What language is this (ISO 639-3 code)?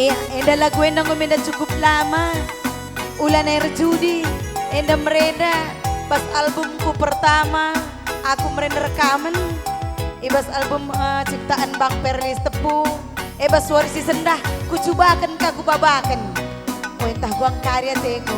btx